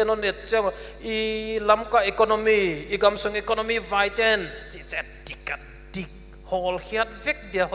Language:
Paite Chin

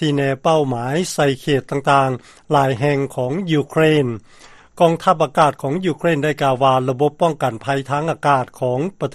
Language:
Lao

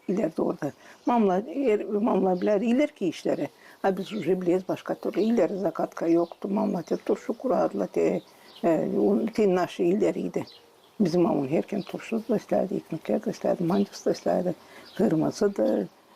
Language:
Gagauz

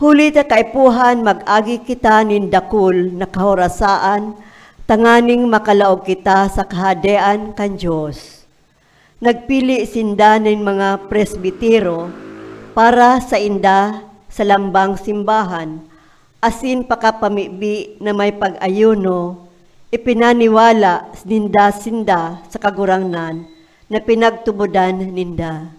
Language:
Bikol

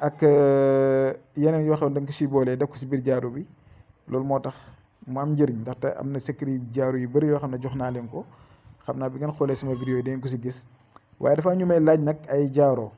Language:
Wolof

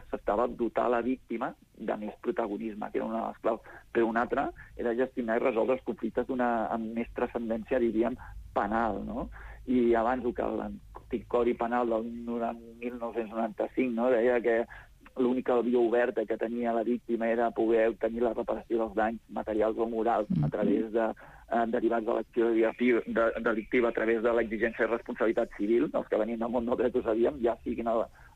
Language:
Catalan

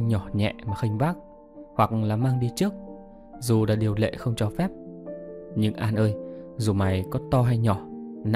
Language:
Vietnamese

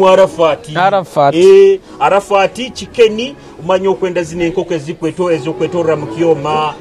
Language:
Nyoro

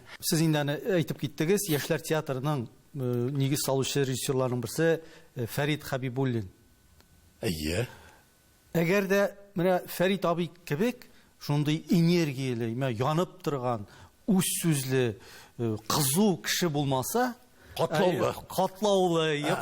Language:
Tatar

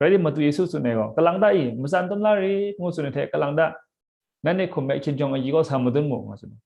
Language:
Kachin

